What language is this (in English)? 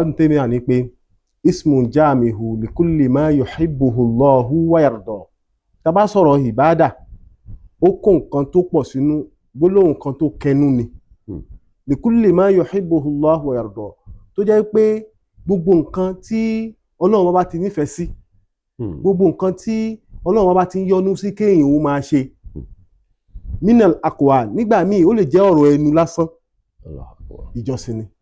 Yoruba